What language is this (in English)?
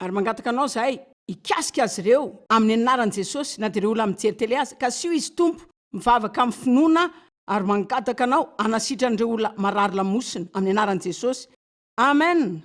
Malagasy